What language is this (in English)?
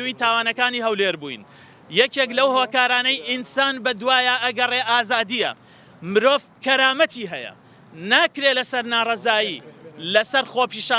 Central Kurdish